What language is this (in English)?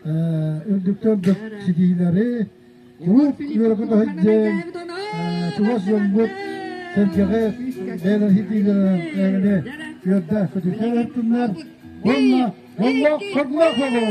Yakut